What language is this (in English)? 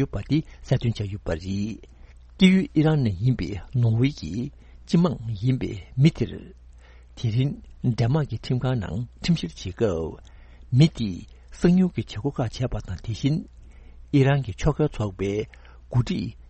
Tibetan